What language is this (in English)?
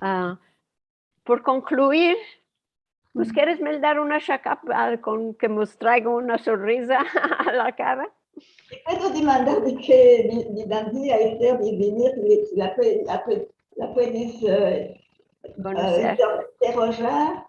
Ladino